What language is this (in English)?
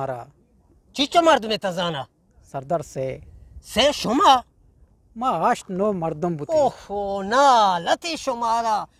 Eastern Balochi